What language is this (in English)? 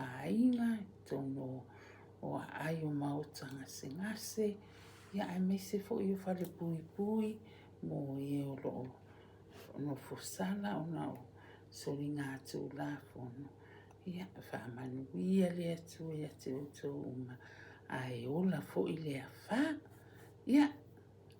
Samoan